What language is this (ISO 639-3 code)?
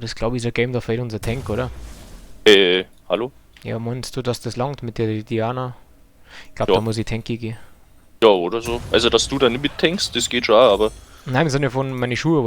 bar